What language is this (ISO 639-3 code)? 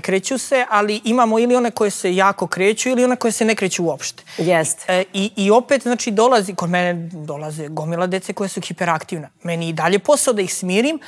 srp